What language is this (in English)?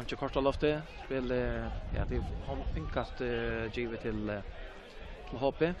Faroese